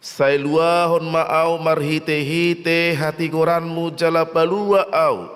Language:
Batak Toba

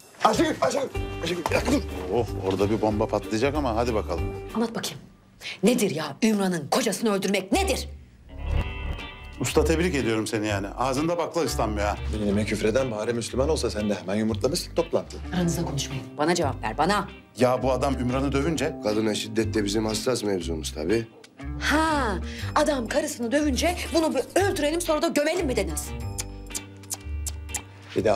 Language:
Turkish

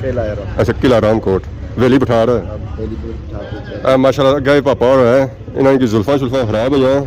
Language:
Pahari-Potwari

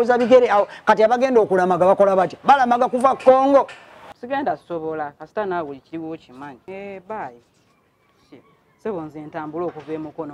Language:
Ganda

